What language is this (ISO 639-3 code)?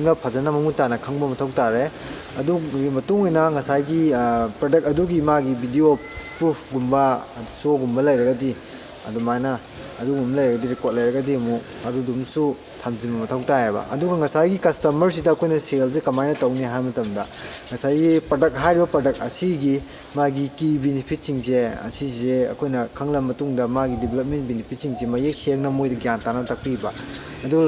mni